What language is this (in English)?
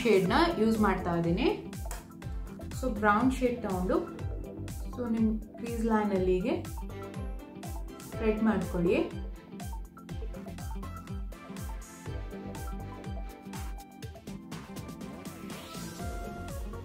Kannada